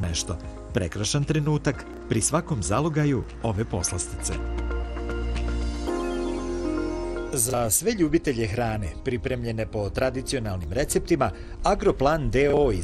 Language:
Serbian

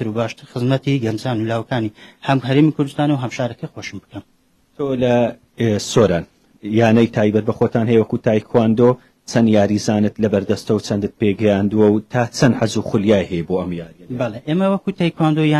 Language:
Central Kurdish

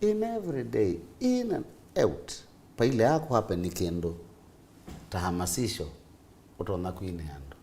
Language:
Kamba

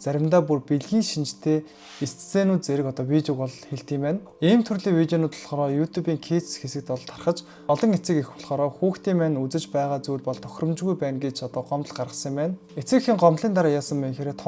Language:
Mongolian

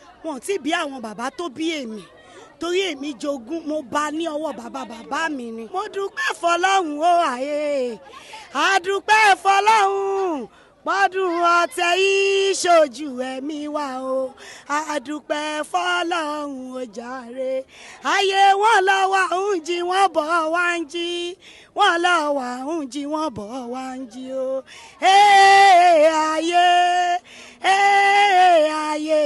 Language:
Yoruba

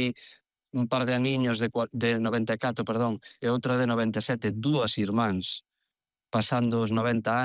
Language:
Galician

